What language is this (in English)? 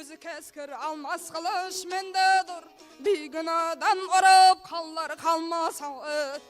Kara-Kalpak